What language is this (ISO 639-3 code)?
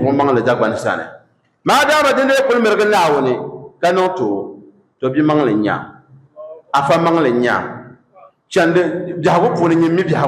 dag